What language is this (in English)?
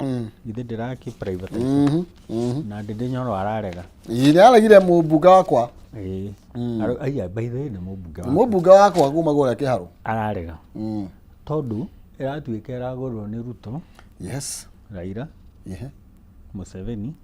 Kikuyu